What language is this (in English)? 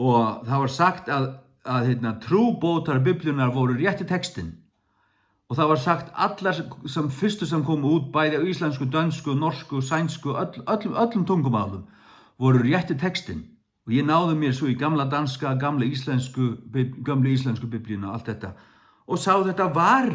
Faroese